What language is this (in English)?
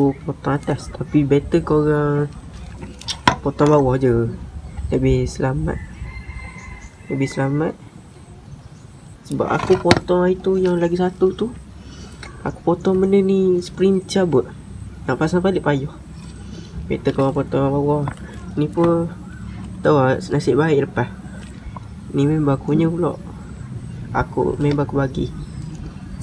Malay